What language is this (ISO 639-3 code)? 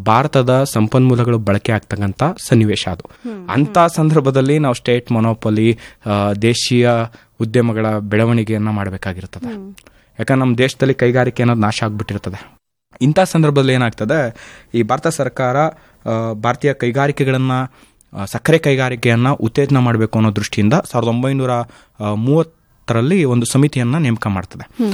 kan